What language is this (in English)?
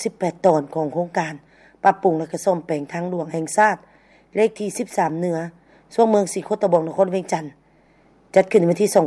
Lao